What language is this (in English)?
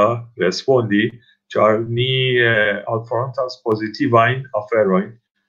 Esperanto